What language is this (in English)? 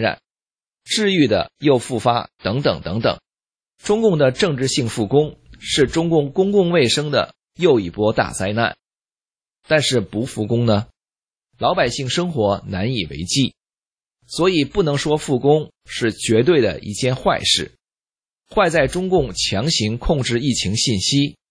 Chinese